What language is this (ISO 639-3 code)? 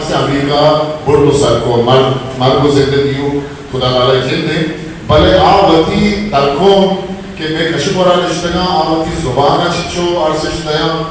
bgp